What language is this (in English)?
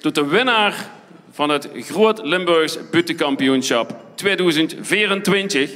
Limburgish